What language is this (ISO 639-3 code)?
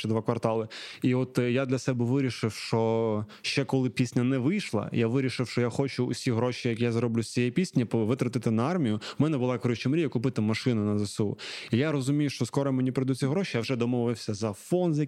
ukr